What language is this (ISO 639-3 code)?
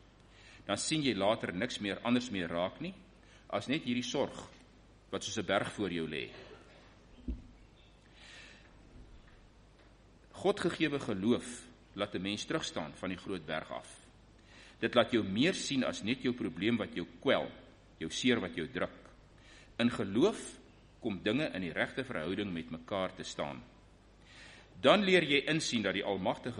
afr